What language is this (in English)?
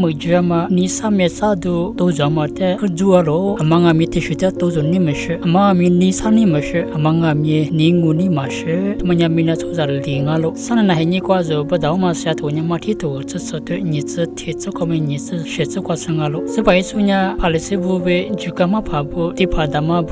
Lisu